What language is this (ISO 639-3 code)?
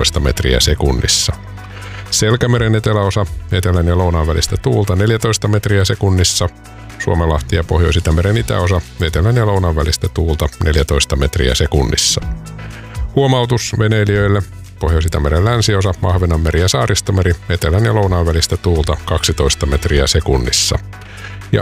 fin